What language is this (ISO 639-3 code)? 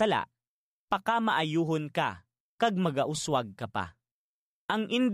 hil